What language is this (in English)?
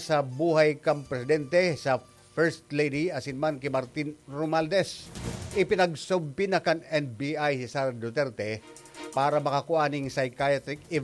Bikol